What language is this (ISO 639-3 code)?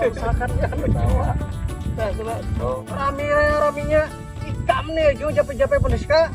bjn